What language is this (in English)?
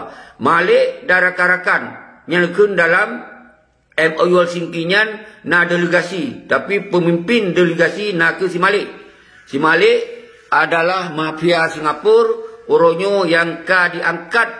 Achinese